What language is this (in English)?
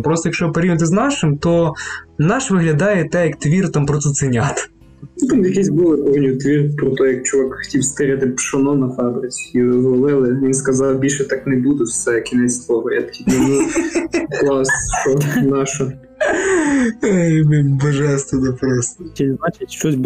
Ukrainian